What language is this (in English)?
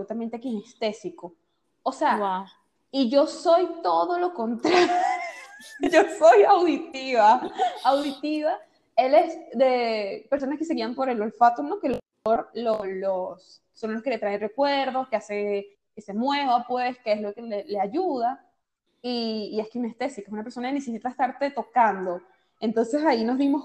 Spanish